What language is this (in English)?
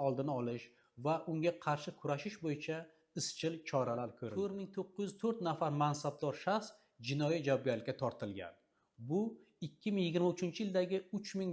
Uzbek